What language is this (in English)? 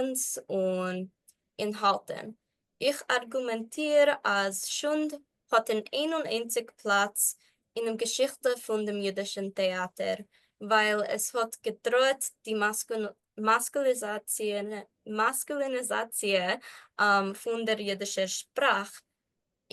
Yiddish